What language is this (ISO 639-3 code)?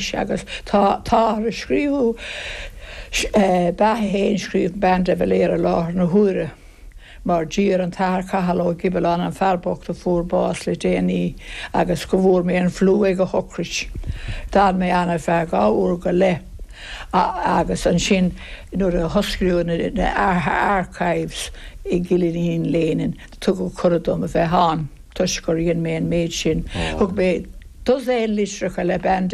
gle